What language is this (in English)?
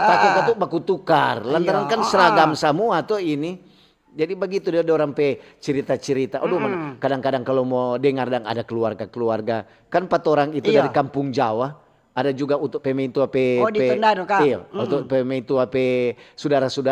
Manado Malay